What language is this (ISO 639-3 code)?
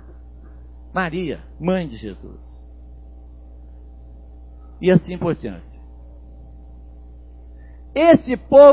por